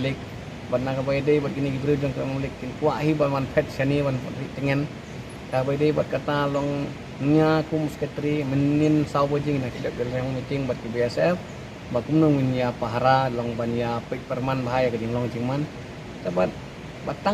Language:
Khasi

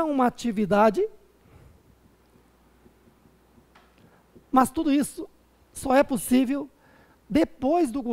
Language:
Portuguese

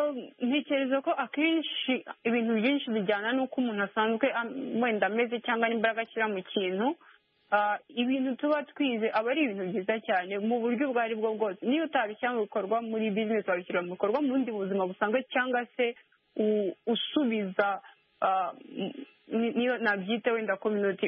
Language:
Kinyarwanda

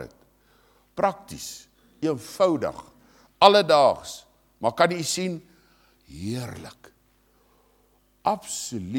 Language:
Afrikaans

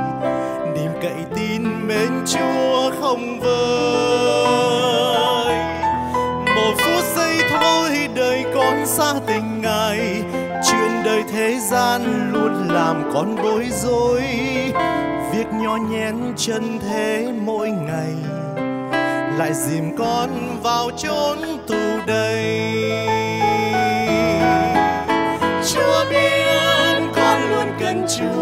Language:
Vietnamese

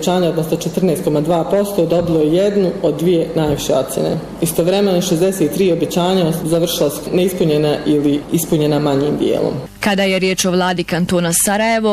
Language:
Bosnian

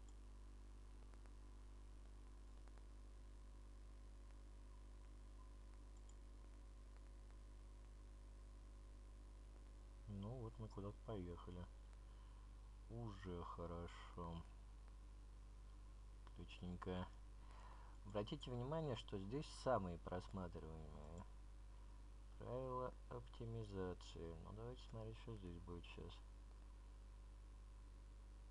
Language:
Russian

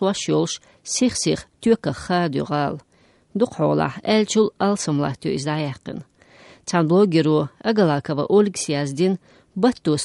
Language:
Chechen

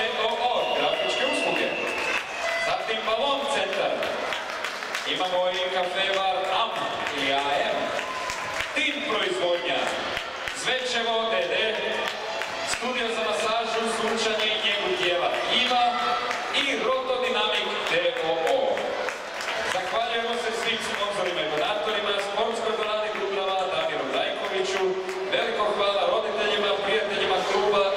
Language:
Croatian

